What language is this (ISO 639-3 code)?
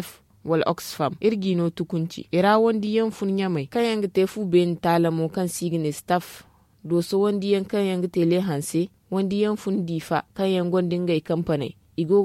dje